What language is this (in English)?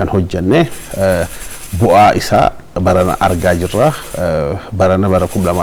Oromo